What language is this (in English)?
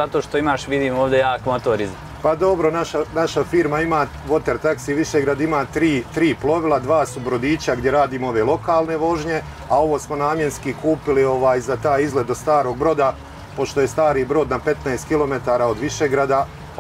Bosnian